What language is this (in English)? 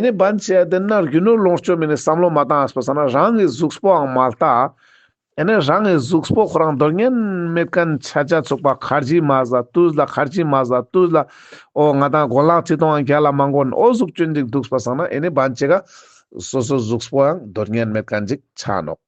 Ladakhi